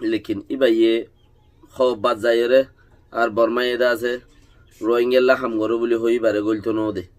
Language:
Rohingya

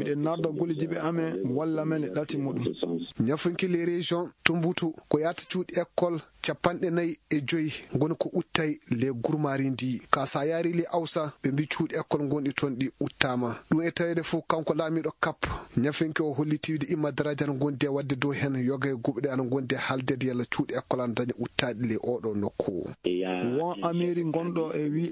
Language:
Fula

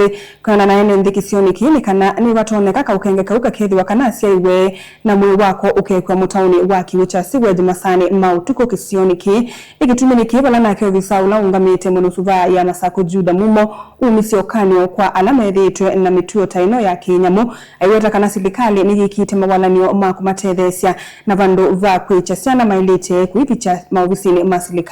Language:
Kamba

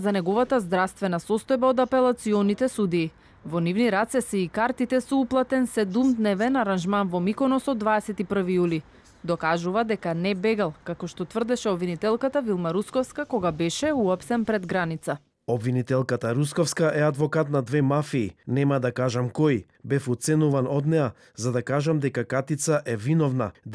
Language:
Macedonian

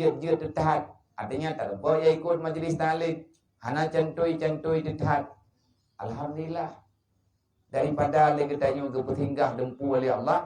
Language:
Achinese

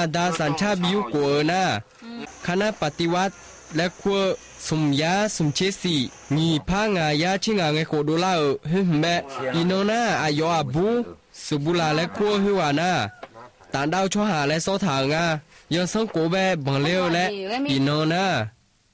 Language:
Akha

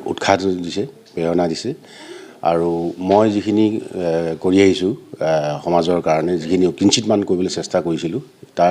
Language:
Assamese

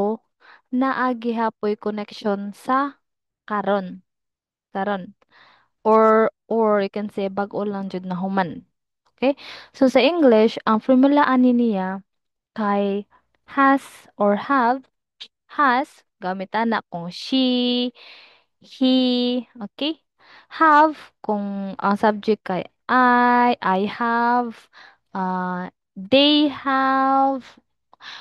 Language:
Cebuano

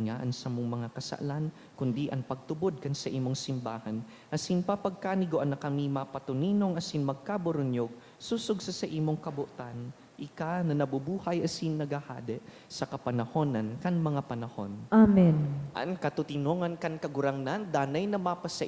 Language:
Bikol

